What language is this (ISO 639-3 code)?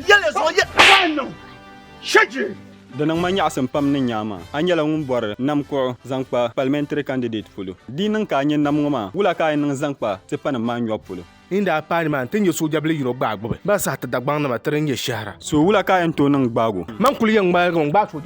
dag